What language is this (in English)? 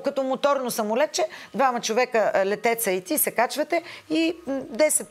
Bulgarian